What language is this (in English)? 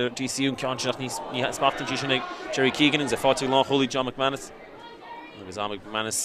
Irish